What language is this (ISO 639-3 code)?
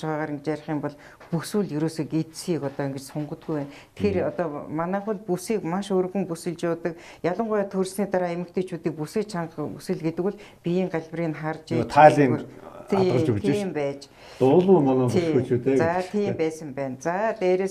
mon